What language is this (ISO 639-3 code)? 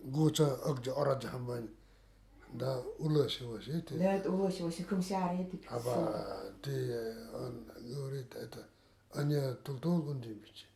gld